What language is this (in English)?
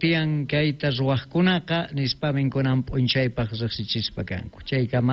South Bolivian Quechua